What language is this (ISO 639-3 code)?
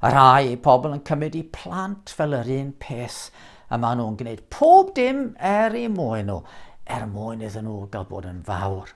cym